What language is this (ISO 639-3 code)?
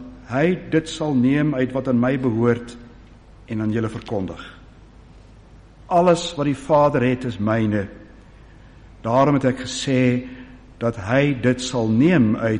afr